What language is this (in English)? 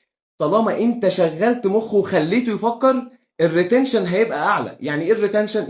Egyptian Arabic